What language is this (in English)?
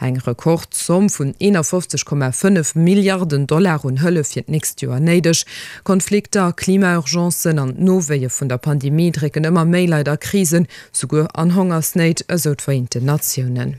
Luxembourgish